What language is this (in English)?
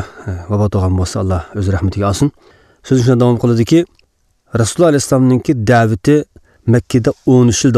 Uyghur